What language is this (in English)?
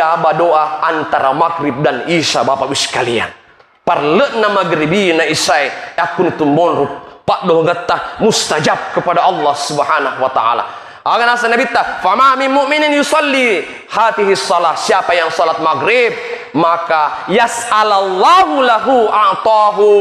Buginese